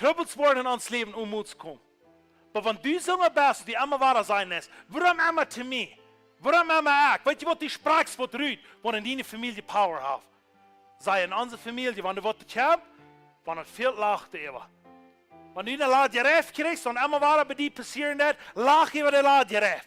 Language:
Plautdietsch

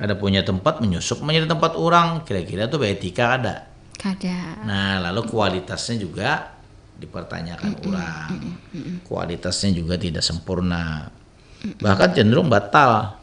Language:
Banjar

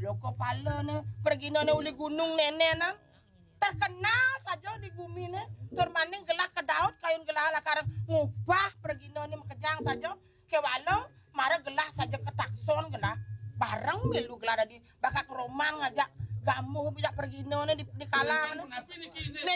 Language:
Balinese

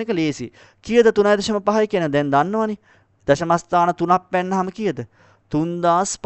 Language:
Sinhala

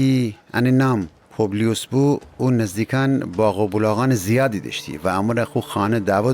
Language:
Gilaki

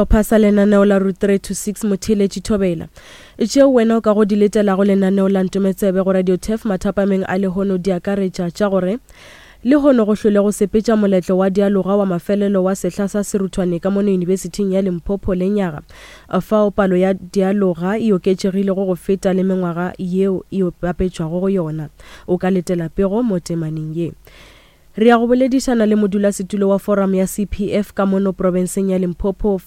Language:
Northern Sotho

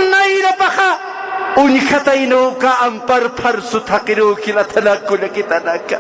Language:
Aymara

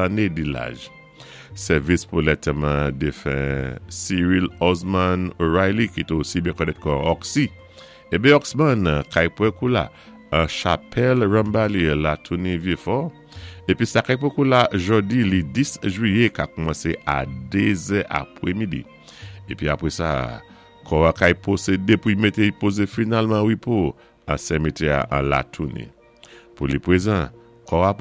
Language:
Saint Lucian Creole French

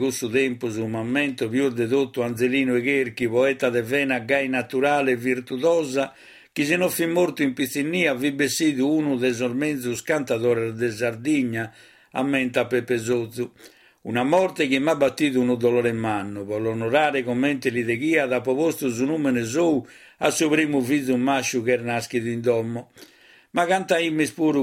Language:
Sardinian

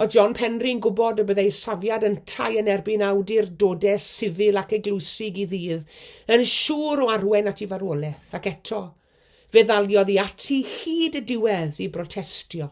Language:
Welsh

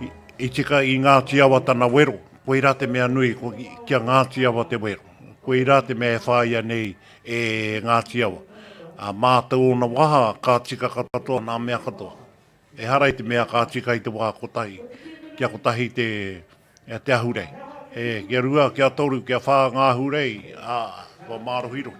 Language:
Māori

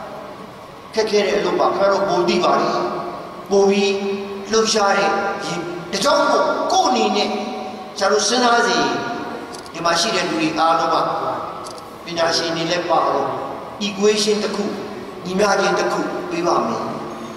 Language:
Burmese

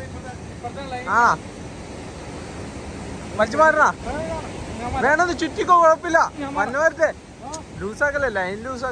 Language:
Malayalam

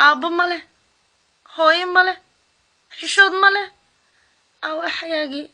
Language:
Somali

